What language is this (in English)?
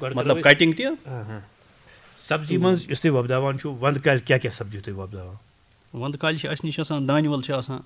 Kashmiri